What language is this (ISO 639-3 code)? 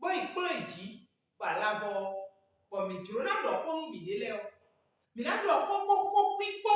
fon